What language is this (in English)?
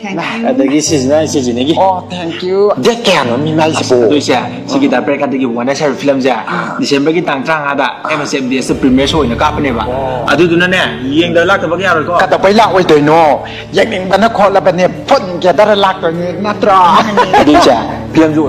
Manipuri